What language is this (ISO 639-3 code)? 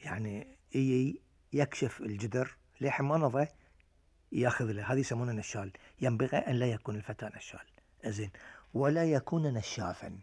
afb